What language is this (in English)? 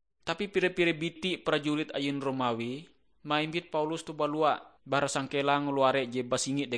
Ngaju